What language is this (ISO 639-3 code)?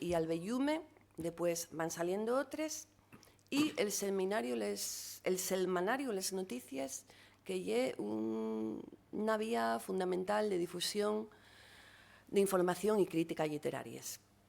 ast